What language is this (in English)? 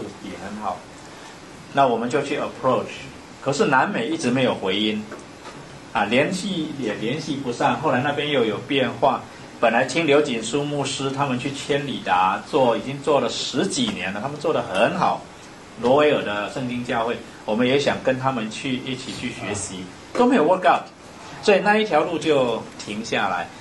Chinese